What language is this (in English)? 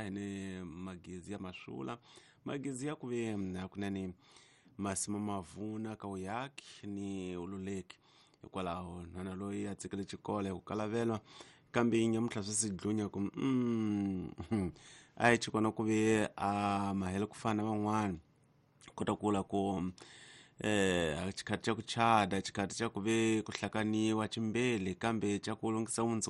Tsonga